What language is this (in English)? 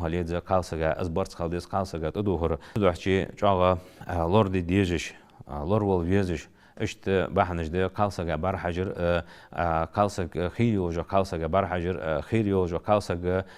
Ingush